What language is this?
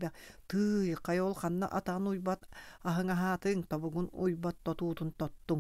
Yakut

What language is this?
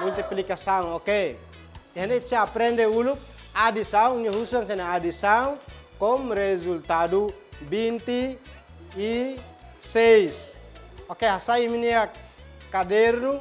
Tetum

